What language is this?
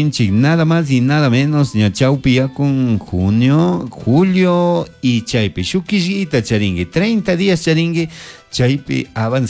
Chimborazo Highland Quichua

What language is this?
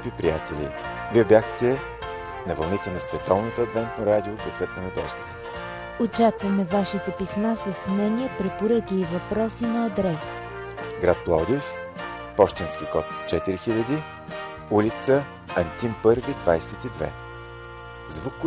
Bulgarian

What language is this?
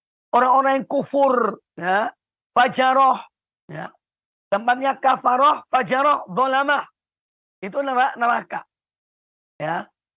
Indonesian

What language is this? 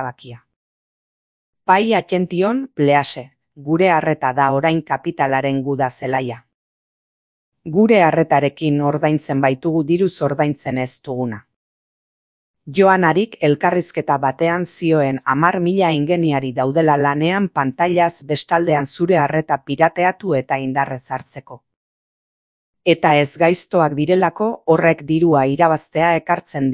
Basque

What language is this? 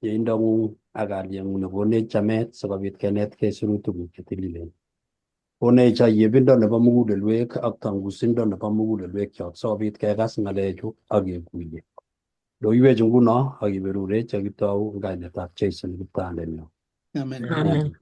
Kalenjin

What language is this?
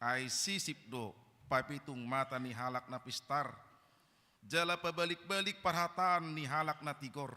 Batak Toba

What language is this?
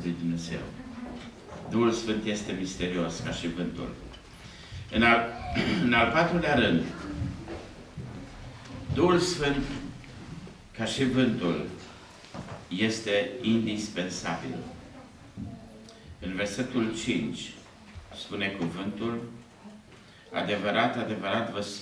Romanian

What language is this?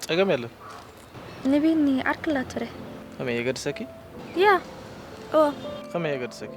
Tigrinya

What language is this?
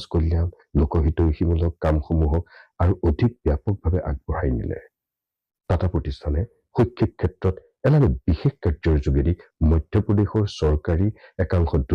Assamese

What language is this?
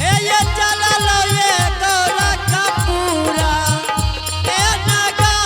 Angika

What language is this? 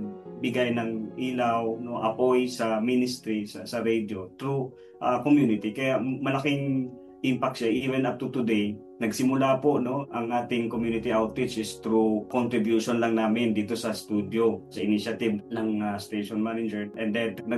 Filipino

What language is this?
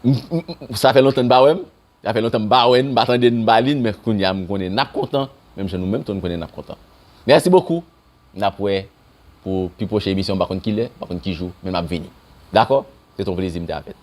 Haitian Creole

